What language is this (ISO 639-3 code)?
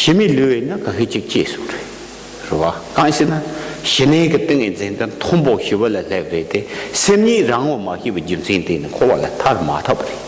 bod